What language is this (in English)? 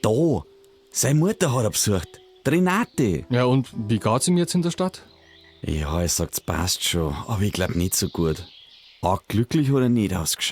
Bavarian